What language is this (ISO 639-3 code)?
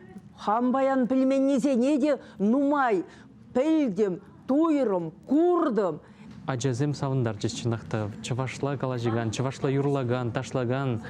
chv